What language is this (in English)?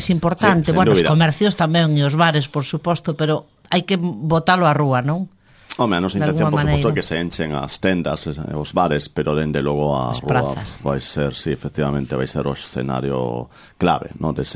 Galician